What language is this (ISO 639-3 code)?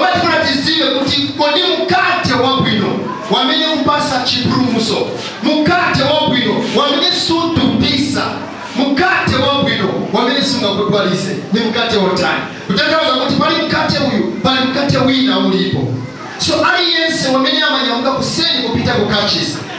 nya